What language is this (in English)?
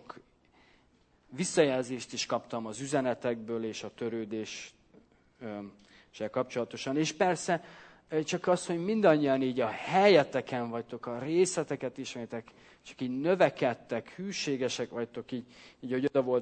Hungarian